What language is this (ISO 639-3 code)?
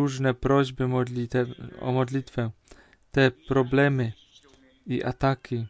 pol